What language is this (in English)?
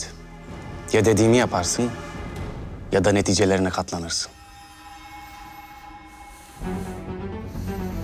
Turkish